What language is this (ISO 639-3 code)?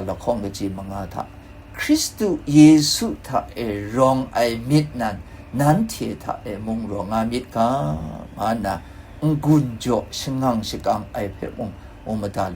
kac